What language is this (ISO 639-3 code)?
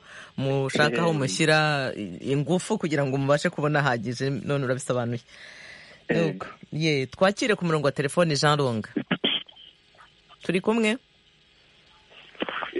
kin